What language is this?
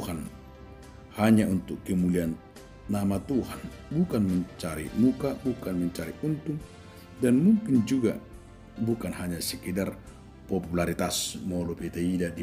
Batak Toba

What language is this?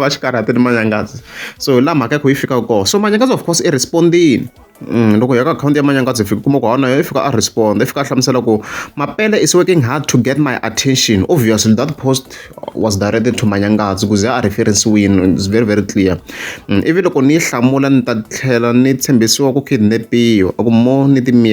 Tsonga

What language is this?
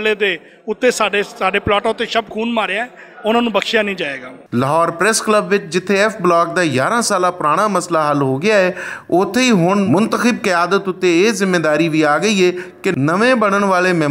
Western Panjabi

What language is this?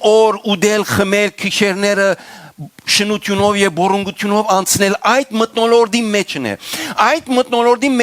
Western Armenian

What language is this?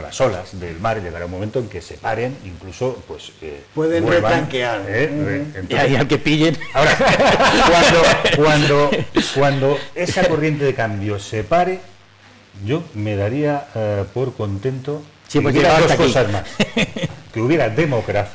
Spanish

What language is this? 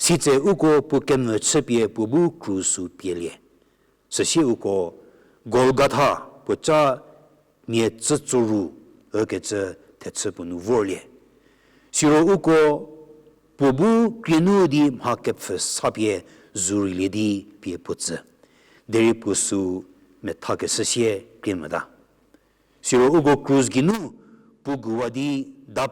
Angami Naga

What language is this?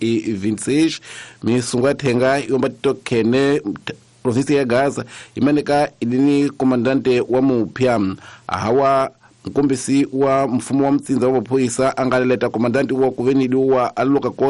Tsonga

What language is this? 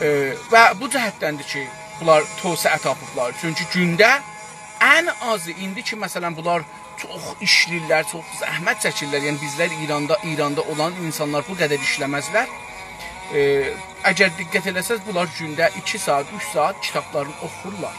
South Azerbaijani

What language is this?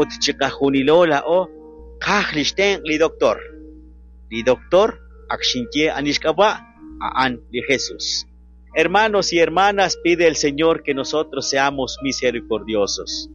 Kekchí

